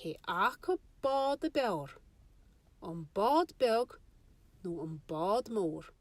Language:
Irish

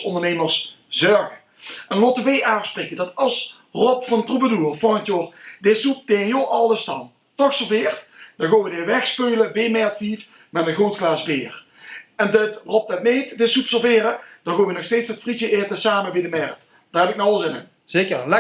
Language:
Limburgish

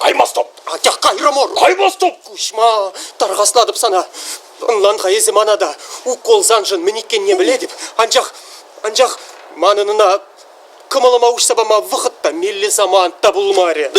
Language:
Chuvash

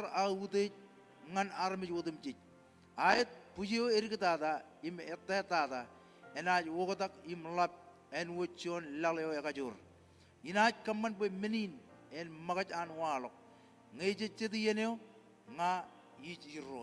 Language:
Marshallese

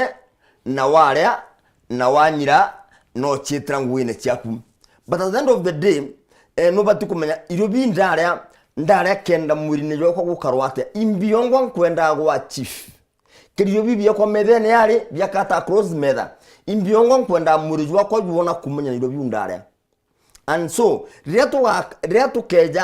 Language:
Meru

